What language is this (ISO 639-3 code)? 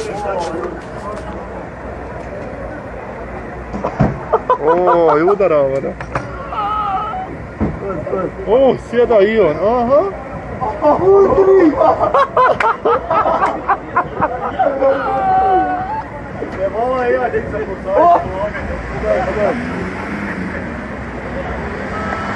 hrv